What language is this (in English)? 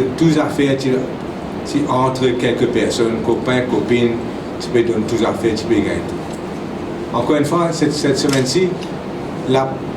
Morisyen